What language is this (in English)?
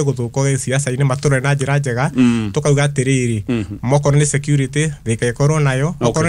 Kikuyu